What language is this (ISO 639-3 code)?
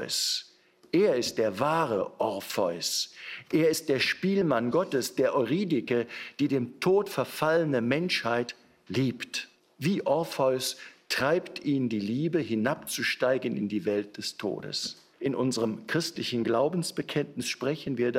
deu